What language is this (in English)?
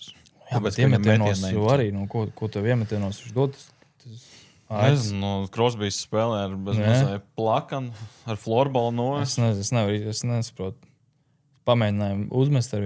Latvian